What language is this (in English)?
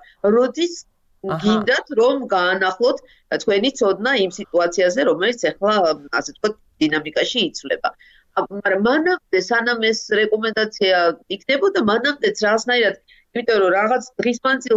Georgian